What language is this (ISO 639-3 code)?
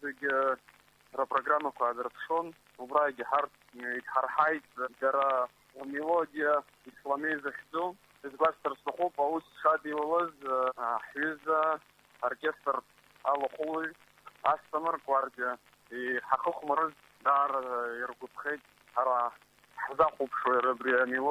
abk